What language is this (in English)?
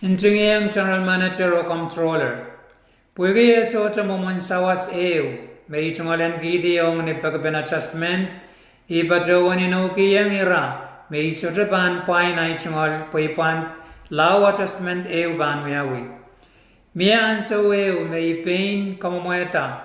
Pohnpeian